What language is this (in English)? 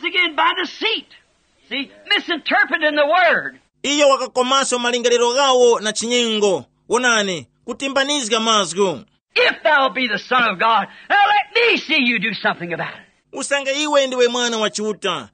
Tumbuka